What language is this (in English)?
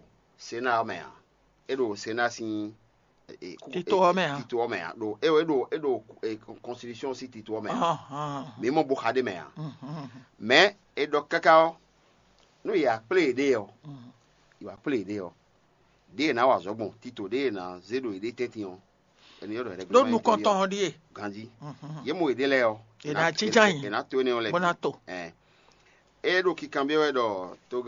Fon